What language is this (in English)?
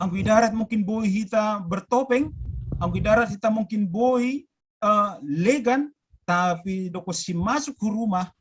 Batak Simalungun